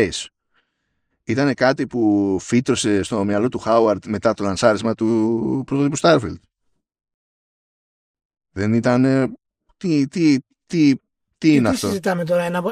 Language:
Greek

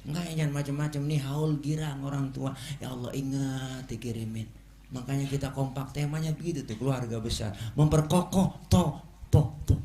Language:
Betawi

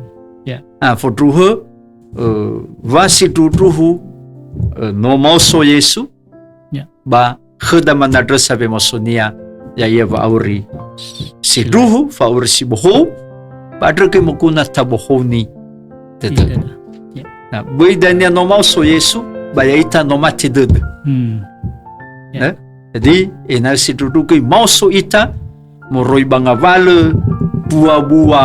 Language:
Nias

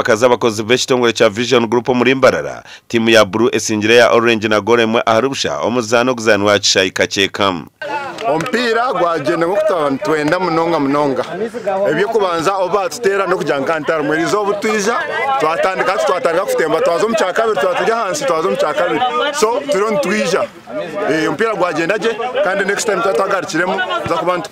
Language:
Nyankole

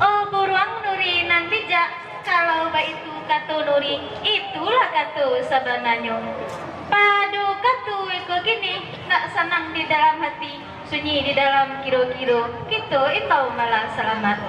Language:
Minangkabau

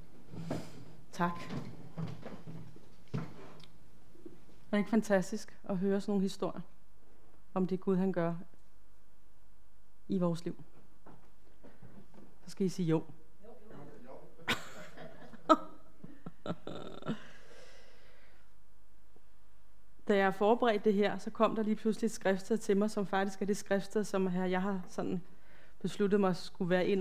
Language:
Danish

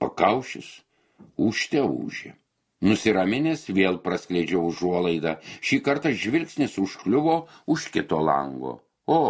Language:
Lithuanian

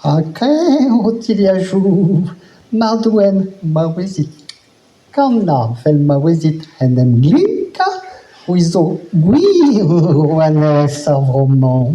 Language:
Breton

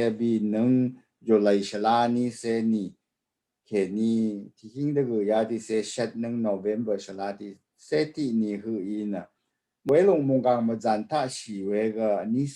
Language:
Rawang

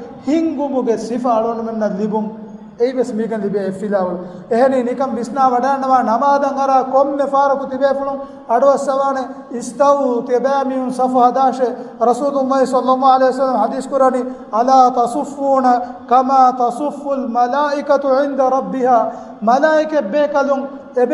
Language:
Divehi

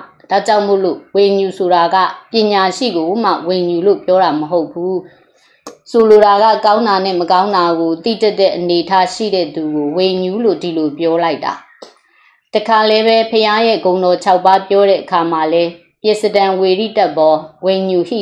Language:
Burmese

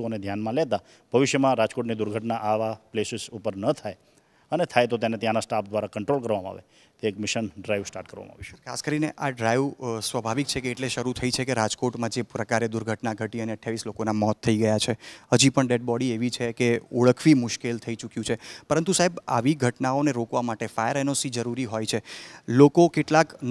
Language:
Gujarati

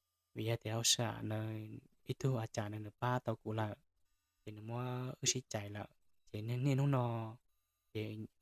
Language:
Hmong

